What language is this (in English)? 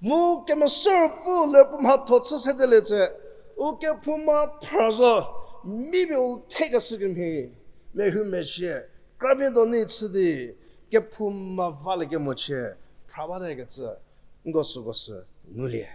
Angami Naga